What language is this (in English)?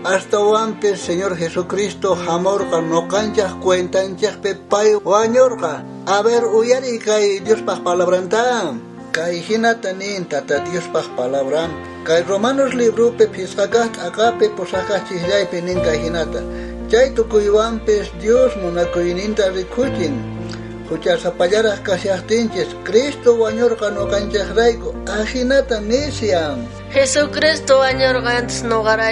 South Bolivian Quechua